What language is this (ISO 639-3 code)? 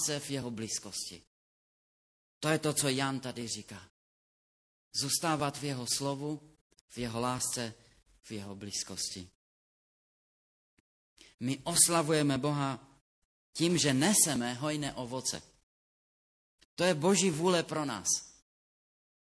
ces